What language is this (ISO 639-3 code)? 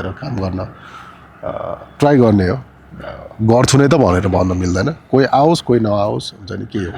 nep